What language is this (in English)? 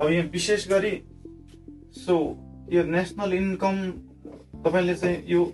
Nepali